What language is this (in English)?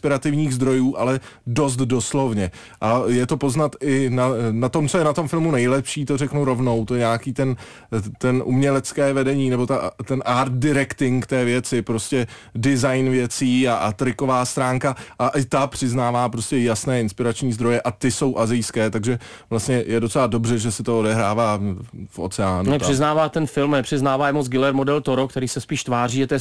Czech